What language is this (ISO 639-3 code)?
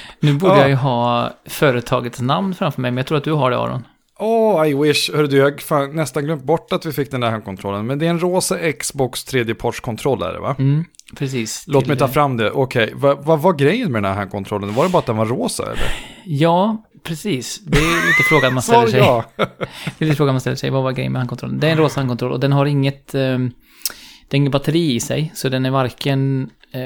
swe